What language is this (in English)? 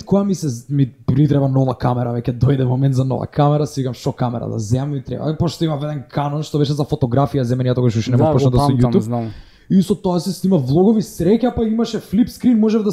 Macedonian